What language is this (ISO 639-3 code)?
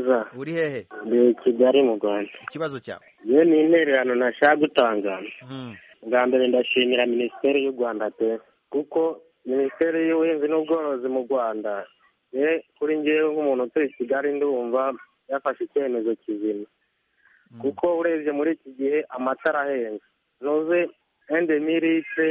kin